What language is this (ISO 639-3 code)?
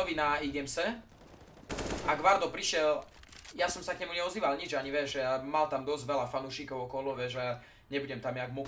slk